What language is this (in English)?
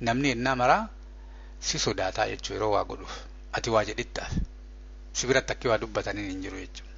Oromo